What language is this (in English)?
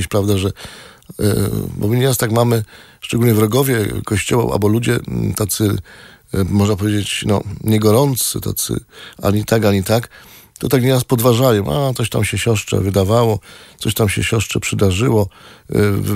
Polish